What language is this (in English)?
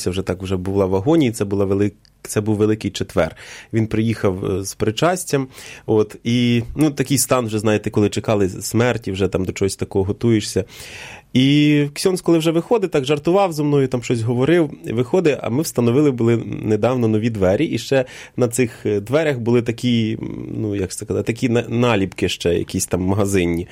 Ukrainian